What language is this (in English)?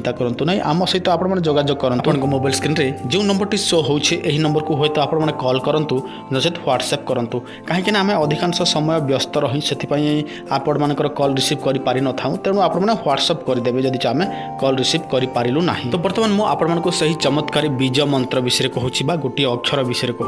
Odia